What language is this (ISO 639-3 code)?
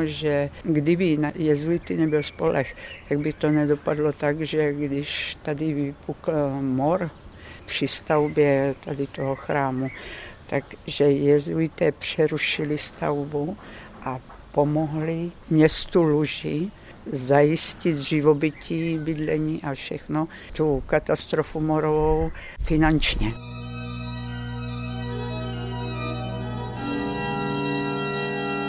ces